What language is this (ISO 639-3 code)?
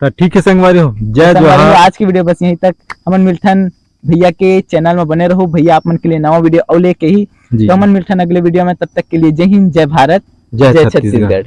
hne